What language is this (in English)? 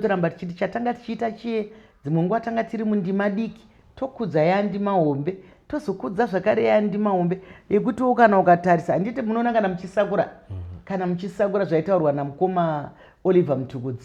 Shona